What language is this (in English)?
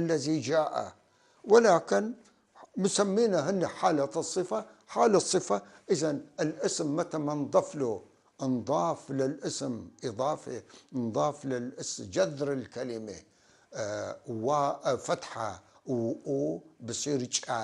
North Levantine Arabic